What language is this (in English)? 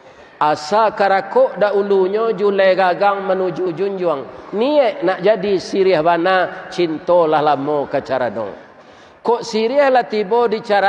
Minangkabau